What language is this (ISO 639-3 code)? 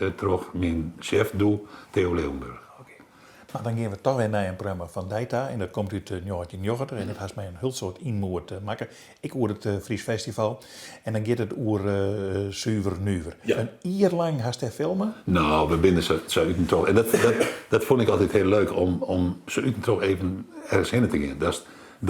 fry